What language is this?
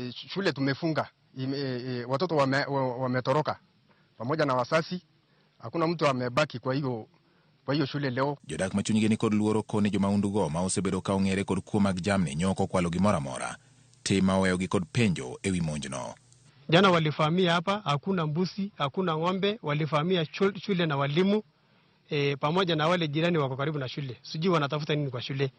Luo (Kenya and Tanzania)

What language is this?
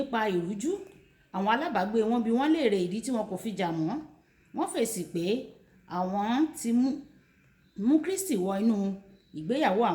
Yoruba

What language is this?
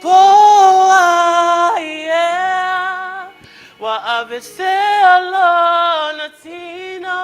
Samoan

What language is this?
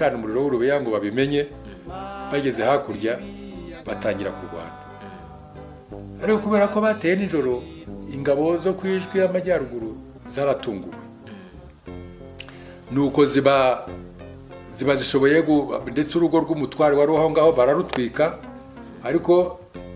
Kinyarwanda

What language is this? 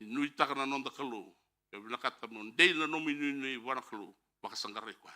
Fijian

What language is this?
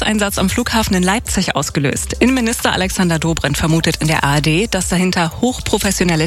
German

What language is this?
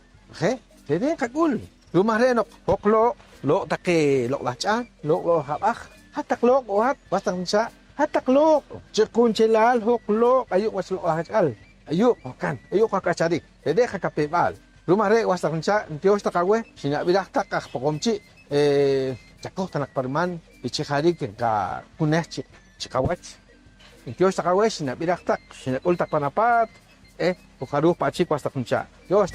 Poqomchi'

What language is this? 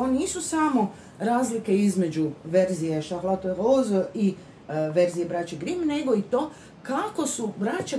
Croatian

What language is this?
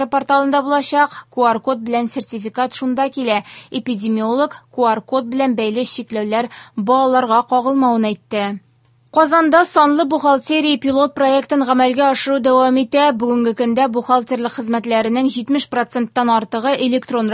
Tatar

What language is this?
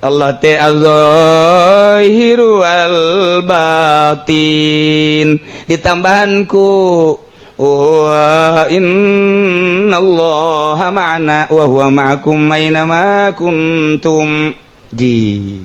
Sundanese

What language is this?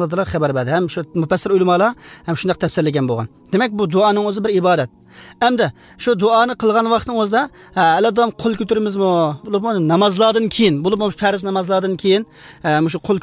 Uzbek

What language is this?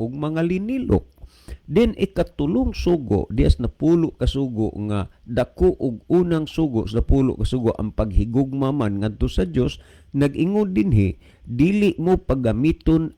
Cebuano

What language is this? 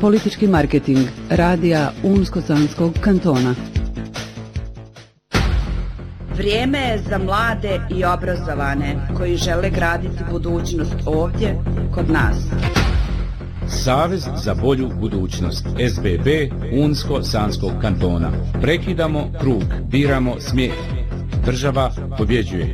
Bosnian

